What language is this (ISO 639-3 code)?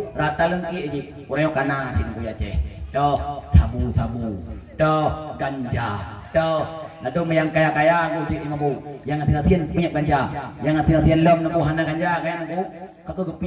ace